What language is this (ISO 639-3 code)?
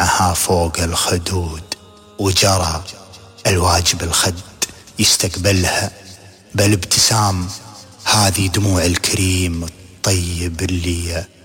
ars